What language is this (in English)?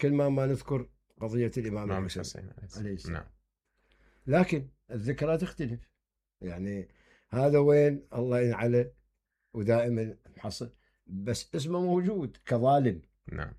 Mesopotamian Arabic